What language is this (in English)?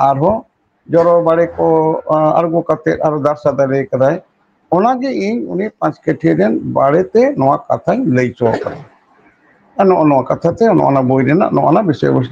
Santali